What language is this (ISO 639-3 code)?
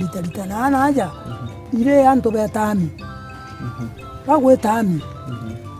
mer